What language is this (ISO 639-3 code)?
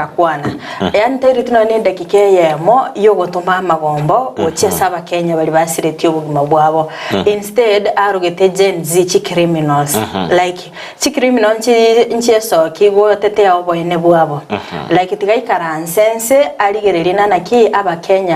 guz